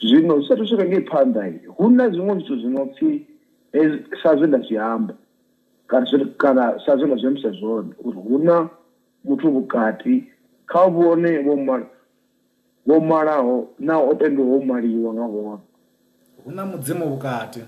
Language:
Venda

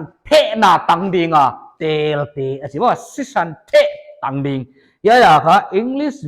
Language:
Paite Chin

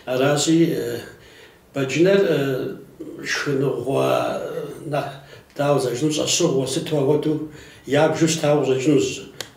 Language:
Kabardian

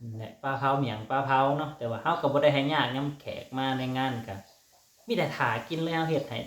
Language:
Lao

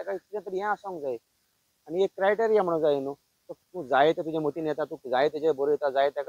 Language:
Konkani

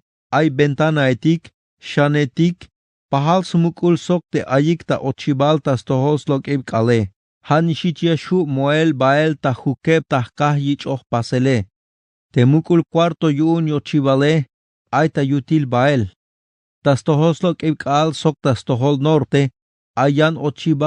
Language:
Tzeltal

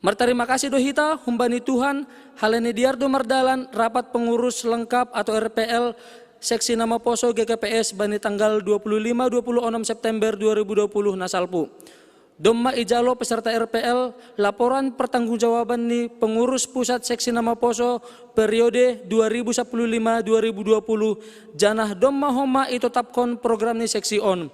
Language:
Batak Simalungun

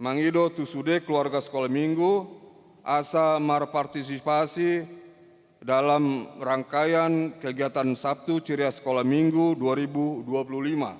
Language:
Batak Toba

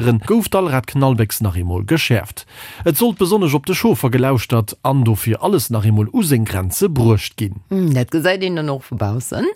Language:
Luxembourgish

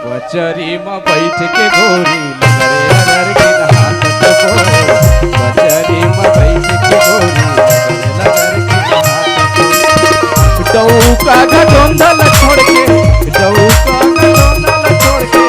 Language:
Chhattisgarhi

